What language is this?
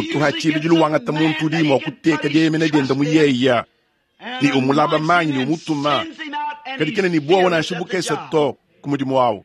Luba-Lulua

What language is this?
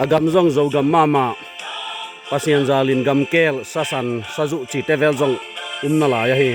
Tedim Chin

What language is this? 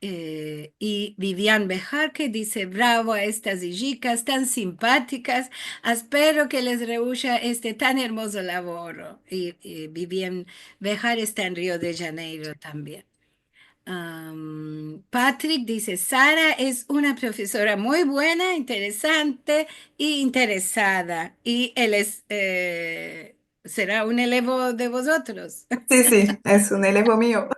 Ladino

